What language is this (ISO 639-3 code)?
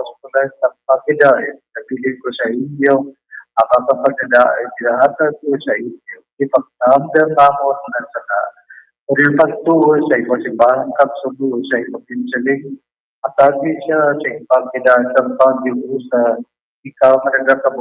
hil